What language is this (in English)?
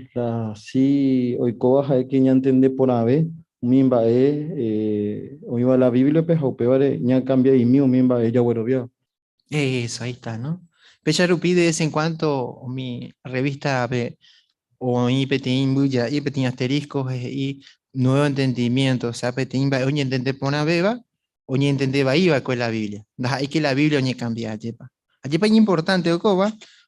Guarani